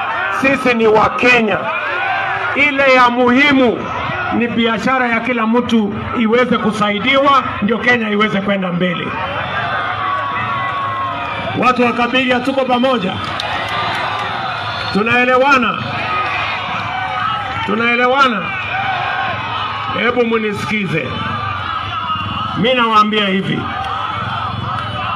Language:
Swahili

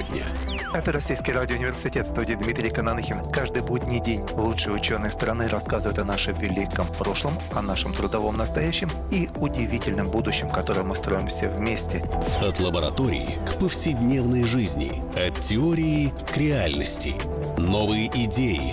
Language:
Russian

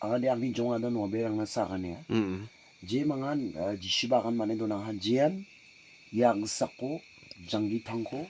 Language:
Garo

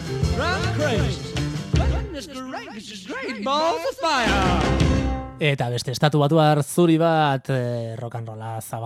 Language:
Basque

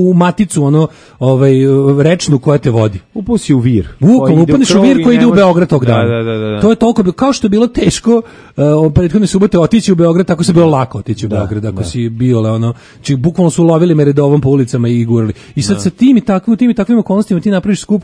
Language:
Serbian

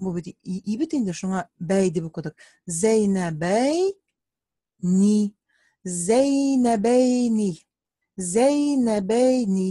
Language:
Tatar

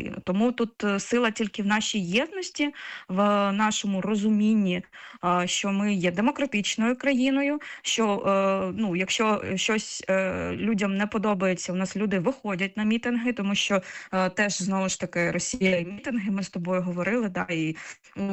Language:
Ukrainian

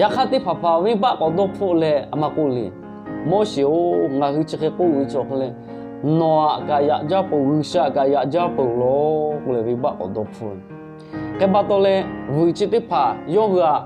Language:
Lahu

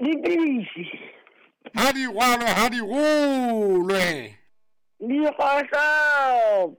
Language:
Southern Sotho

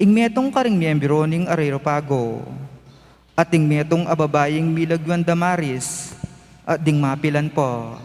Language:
Pampanga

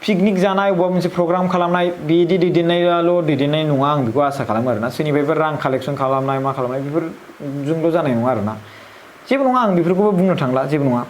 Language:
Bodo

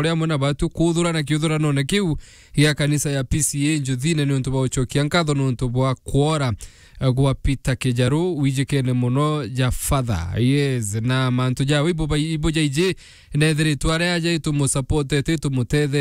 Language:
Meru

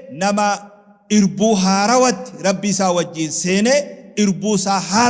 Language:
Oromo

